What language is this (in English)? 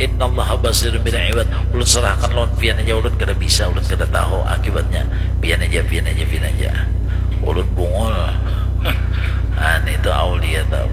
Banjar